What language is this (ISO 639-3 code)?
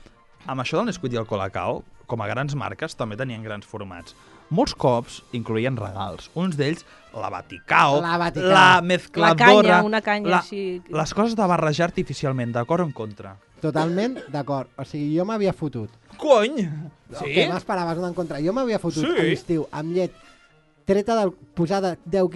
cat